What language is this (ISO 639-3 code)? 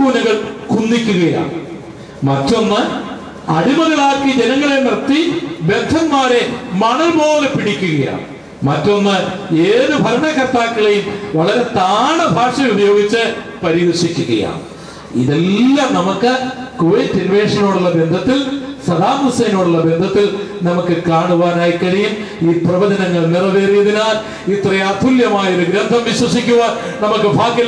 mal